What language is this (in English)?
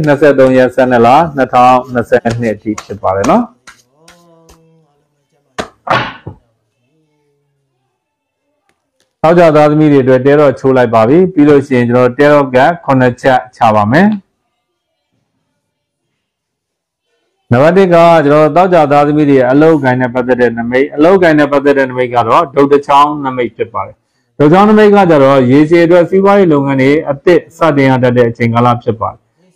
Burmese